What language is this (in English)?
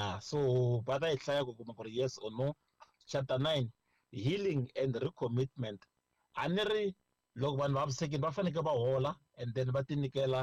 Tsonga